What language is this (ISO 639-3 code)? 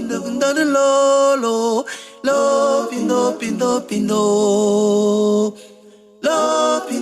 bas